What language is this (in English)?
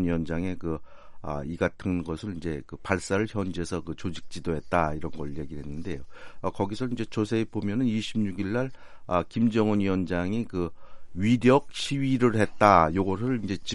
Korean